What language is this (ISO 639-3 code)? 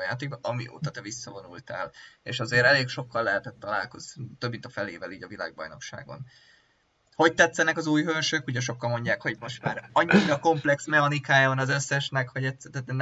hun